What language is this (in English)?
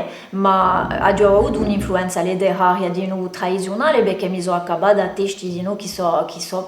Corsican